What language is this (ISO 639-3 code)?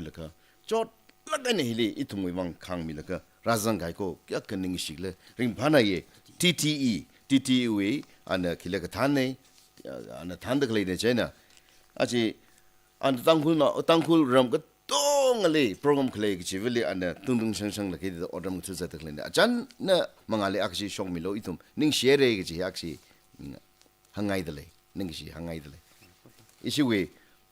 nmf